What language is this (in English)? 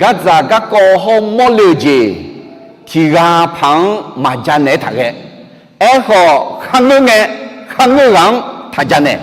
Akha